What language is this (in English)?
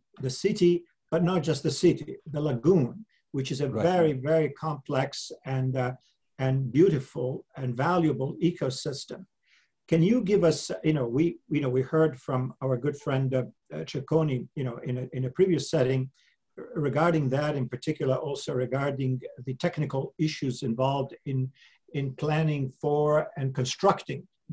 English